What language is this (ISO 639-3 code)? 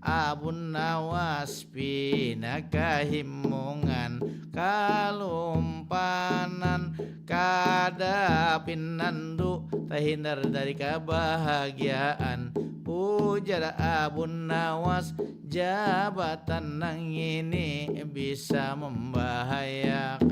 bjn